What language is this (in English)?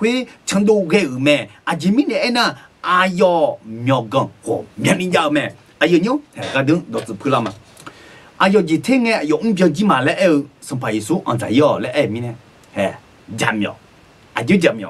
Akha